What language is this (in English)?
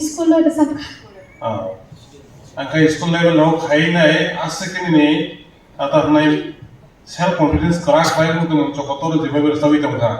Kok Borok